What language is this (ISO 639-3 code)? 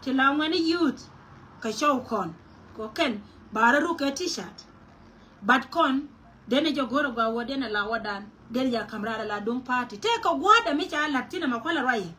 nus